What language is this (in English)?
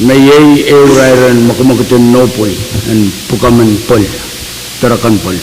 Pohnpeian